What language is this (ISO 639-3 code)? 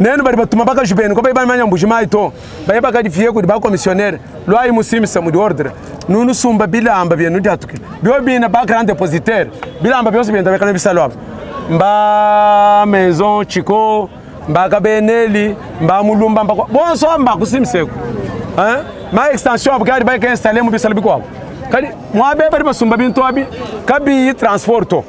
lua